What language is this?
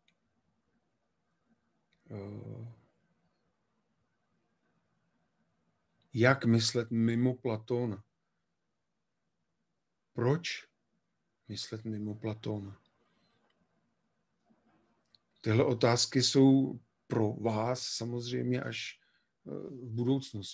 Czech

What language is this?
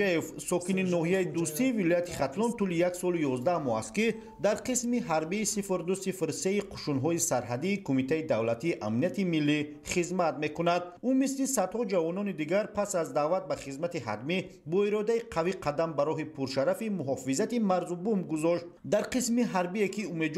Tajik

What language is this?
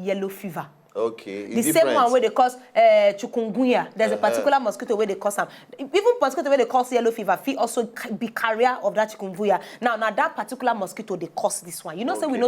Nigerian Pidgin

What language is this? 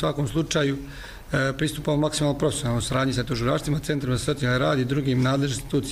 Croatian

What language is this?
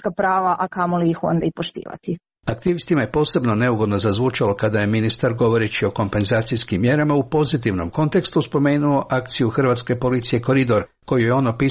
Croatian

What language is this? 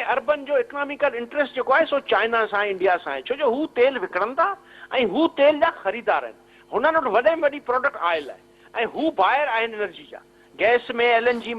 Sindhi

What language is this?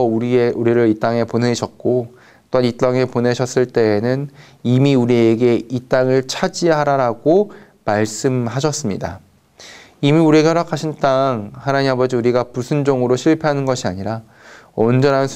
Korean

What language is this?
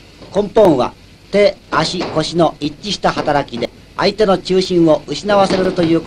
Japanese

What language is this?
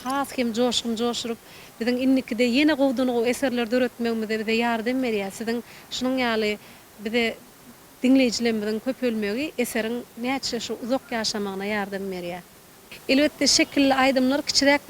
Turkmen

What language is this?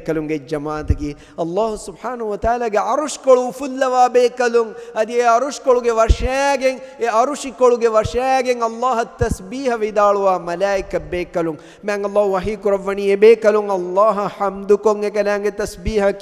Divehi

